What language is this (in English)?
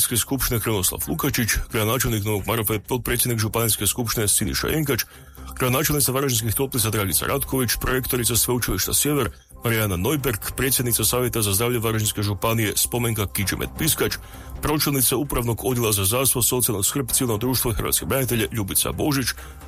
Croatian